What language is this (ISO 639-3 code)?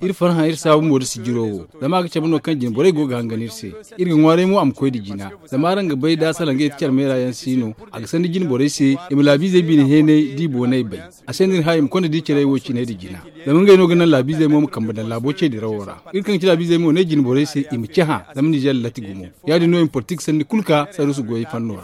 dje